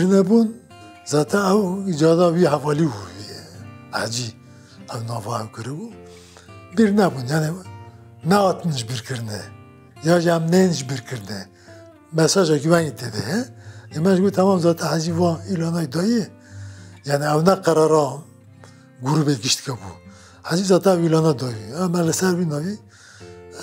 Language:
Kurdish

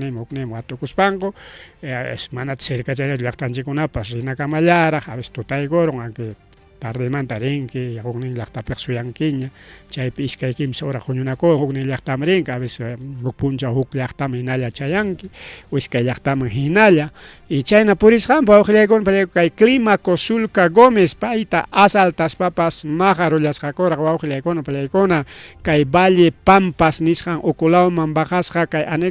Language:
Ayacucho Quechua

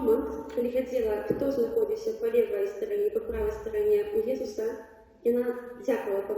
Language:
Belarusian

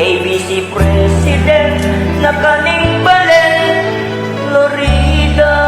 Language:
Pampanga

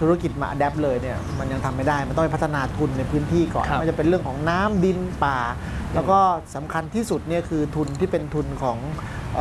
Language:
Thai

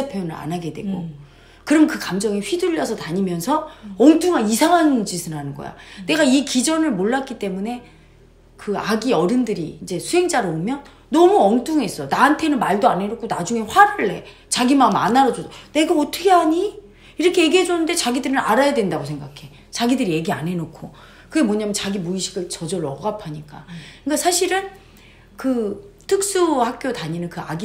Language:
Korean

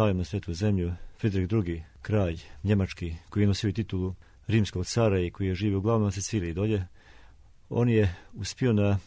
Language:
Serbian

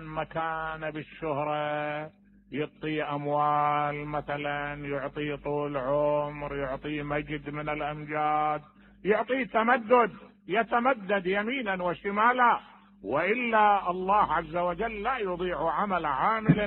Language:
Mesopotamian Arabic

